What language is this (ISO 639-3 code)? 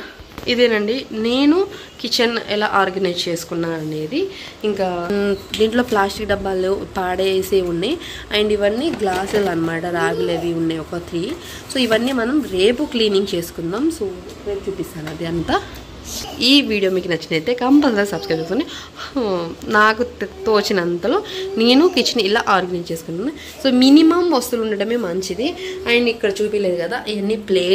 tel